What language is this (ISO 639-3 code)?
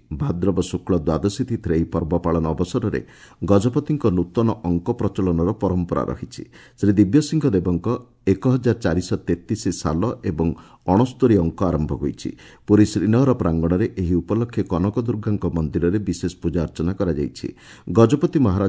ori